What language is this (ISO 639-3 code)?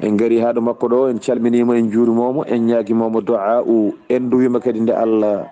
ful